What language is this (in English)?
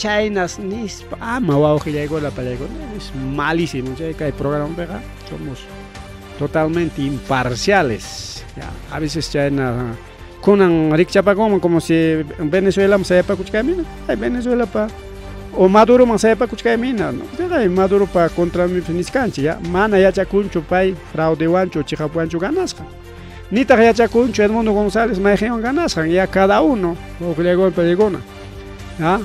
Ayacucho Quechua